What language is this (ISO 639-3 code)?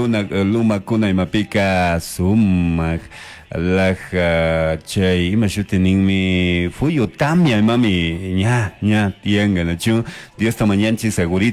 qug